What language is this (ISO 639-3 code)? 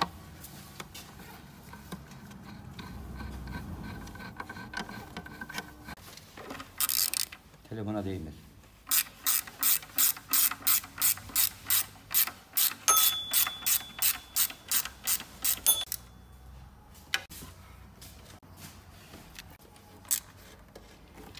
tur